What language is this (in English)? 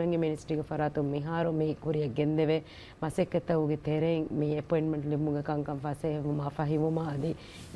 Divehi